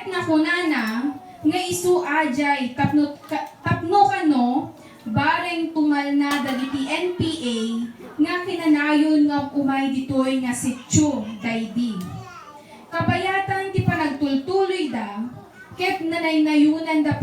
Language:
Iloko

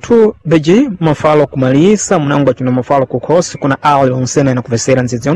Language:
Sena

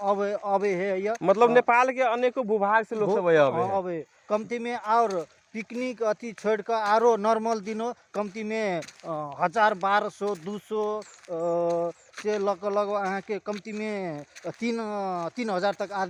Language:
Magahi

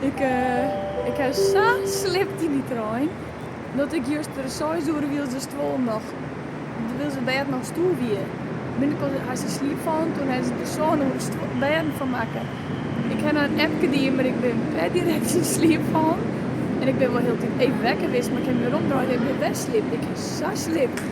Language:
Western Frisian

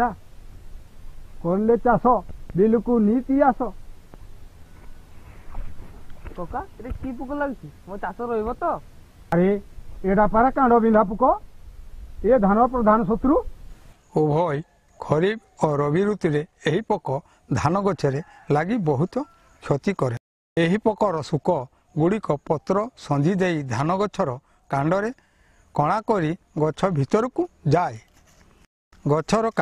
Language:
Odia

